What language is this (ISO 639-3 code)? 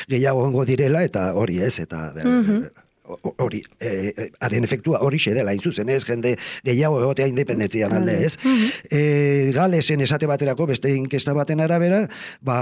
eus